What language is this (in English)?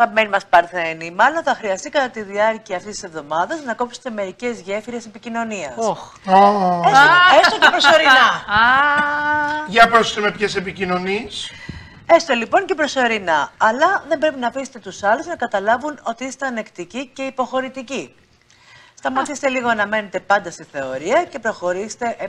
Greek